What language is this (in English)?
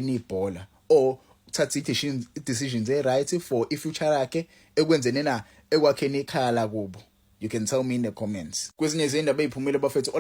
Zulu